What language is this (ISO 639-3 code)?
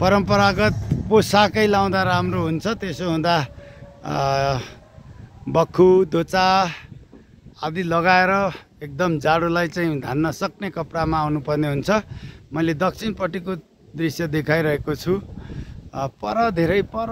nep